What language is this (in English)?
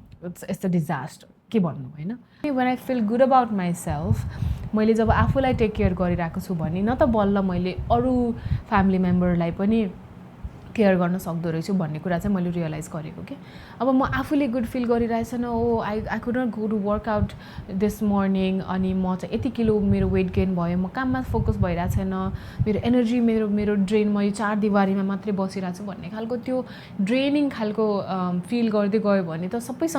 Nepali